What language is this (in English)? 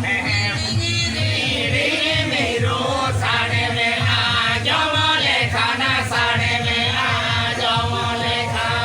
Santali